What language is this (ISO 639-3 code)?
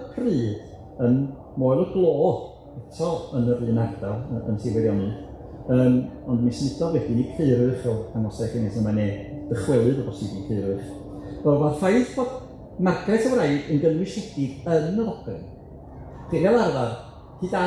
cym